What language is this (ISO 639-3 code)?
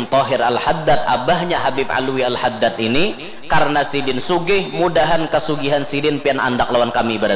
bjn